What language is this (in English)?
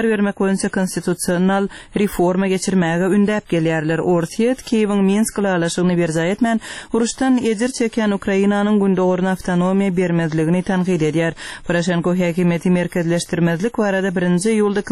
Turkmen